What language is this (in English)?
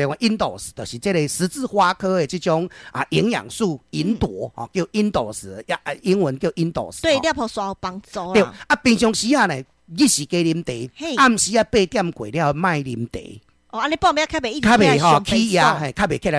Min Nan Chinese